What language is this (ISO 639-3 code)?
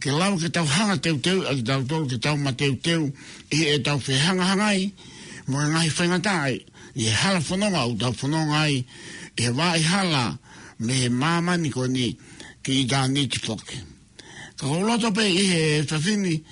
ton